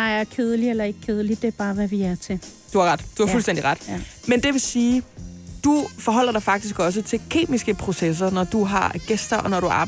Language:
Danish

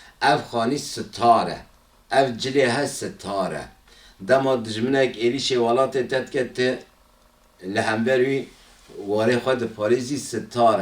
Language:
Kurdish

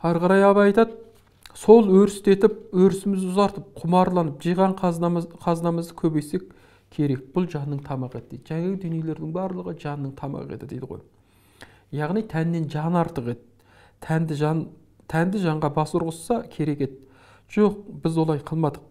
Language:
Kazakh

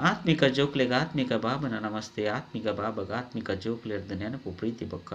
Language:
Tulu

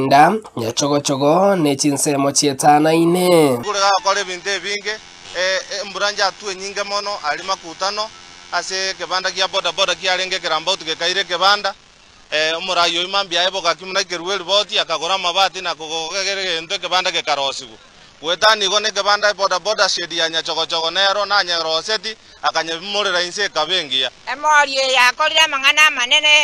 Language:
Gusii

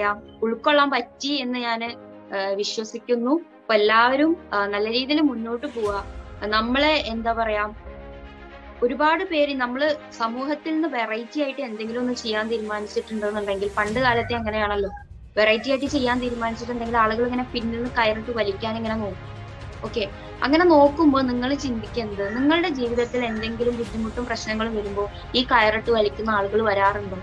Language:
Malayalam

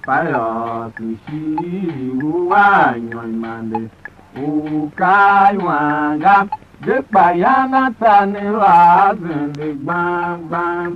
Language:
Tiv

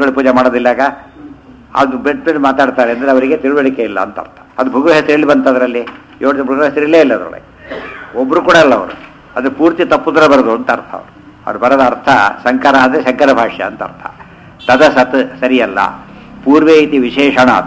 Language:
Kannada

